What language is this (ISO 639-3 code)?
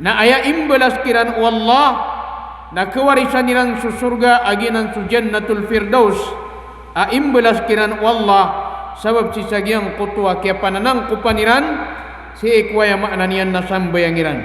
mrw